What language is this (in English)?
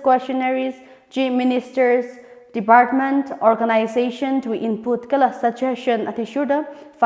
Tangkhul Naga (India)